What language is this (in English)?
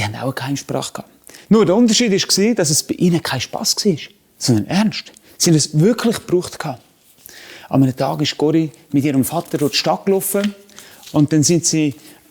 Swiss German